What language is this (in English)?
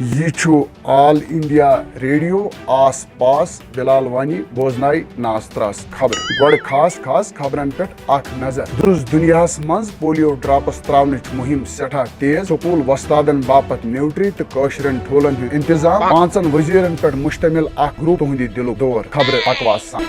Kashmiri